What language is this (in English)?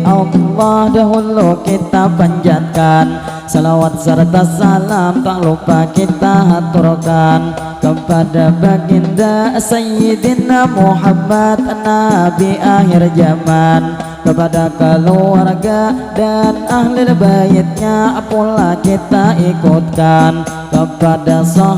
Banjar